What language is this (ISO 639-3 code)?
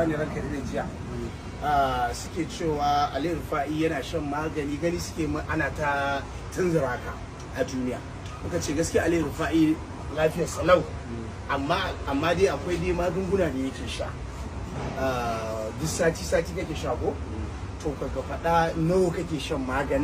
hau